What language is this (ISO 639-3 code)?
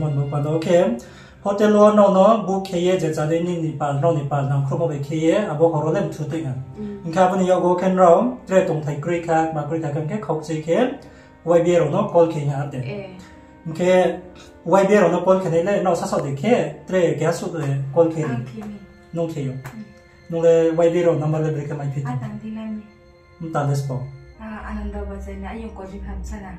ria